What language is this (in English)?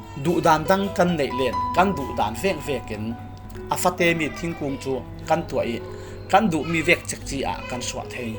Falam Chin